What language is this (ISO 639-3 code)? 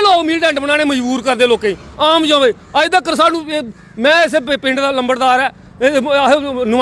doi